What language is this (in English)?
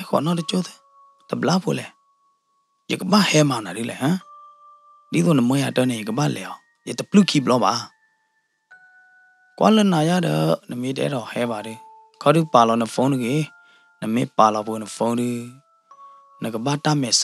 S'gaw Karen